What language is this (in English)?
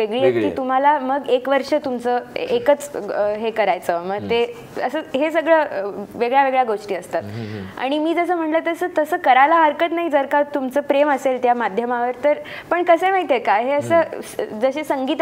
Marathi